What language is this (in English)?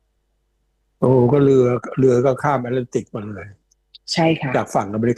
Thai